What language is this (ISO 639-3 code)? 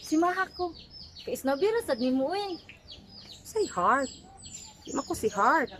ceb